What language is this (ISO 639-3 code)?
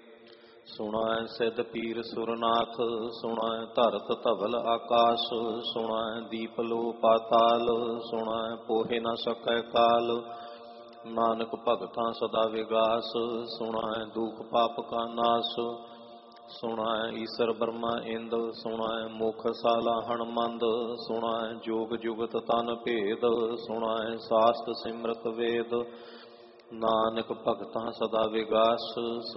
pan